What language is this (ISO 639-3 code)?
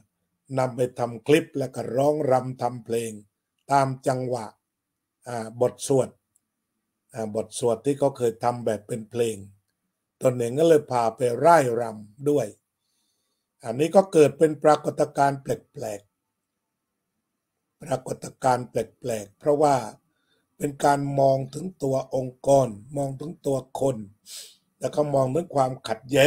tha